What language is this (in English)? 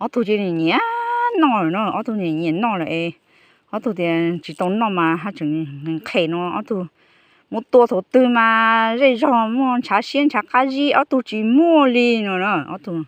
Hmong